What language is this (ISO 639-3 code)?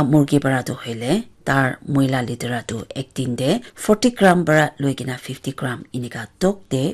nag